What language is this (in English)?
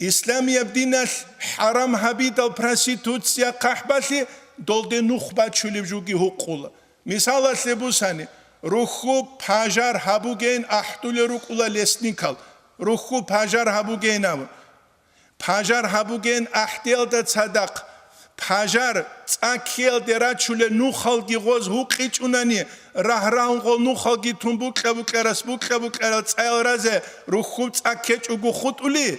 Avaric